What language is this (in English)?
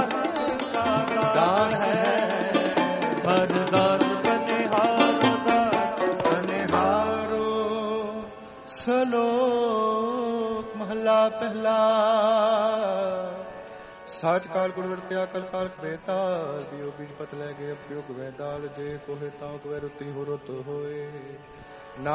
Punjabi